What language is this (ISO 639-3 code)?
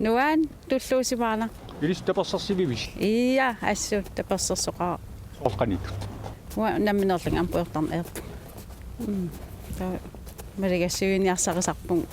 kal